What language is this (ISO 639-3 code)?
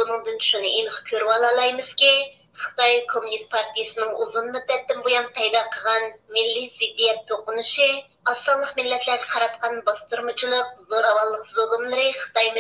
uig